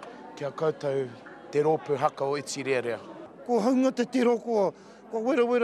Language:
Māori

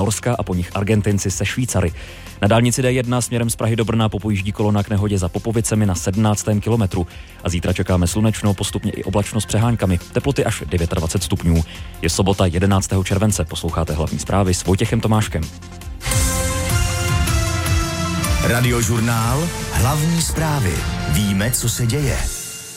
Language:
Czech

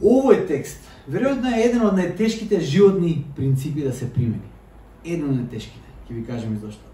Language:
Macedonian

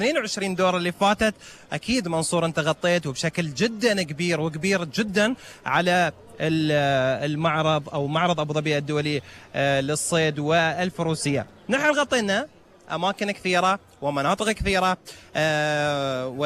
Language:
Gulf Arabic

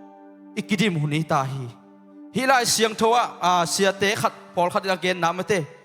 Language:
Tedim Chin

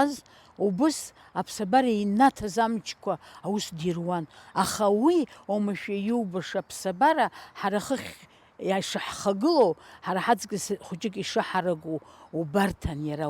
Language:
Abkhazian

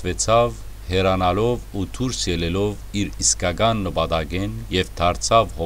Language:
Western Armenian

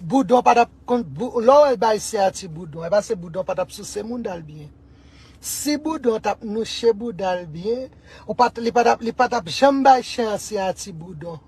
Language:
Haitian Creole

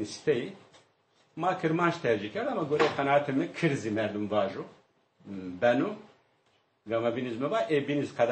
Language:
Zaza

